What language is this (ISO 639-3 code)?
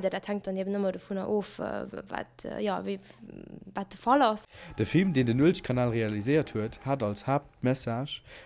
ltz